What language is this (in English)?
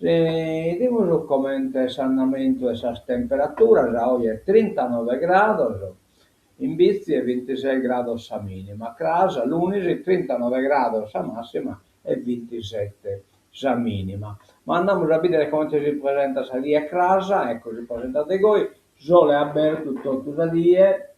Sardinian